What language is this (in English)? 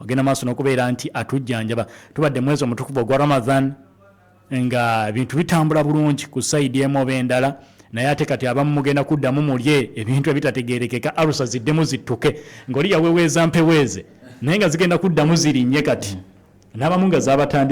Ganda